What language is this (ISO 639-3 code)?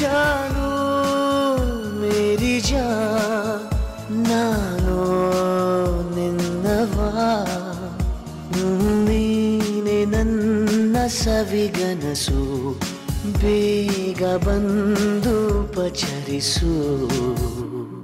kan